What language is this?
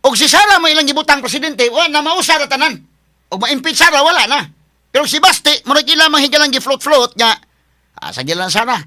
Cebuano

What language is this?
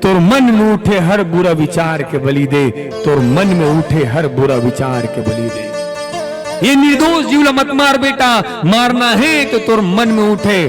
Chhattisgarhi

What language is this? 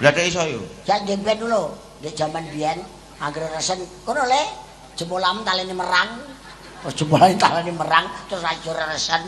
Javanese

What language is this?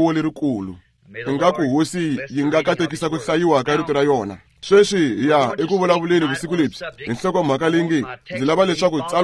Tsonga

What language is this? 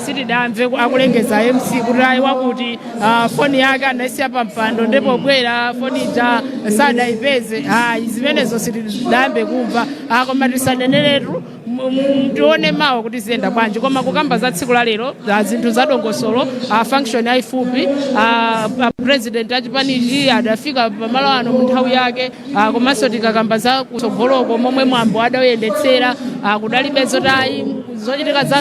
Nyanja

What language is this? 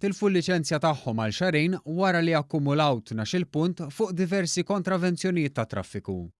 Maltese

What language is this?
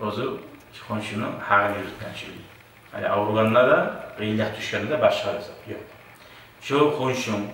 Kumyk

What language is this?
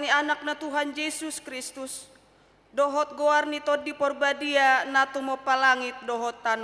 Batak Toba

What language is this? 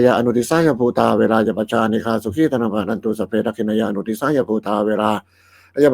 Pali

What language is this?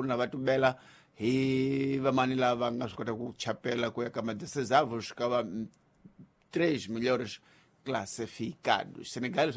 Tsonga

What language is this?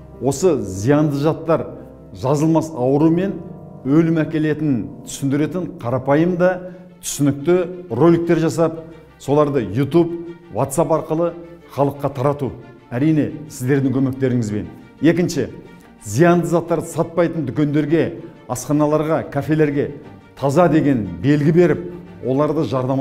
Kazakh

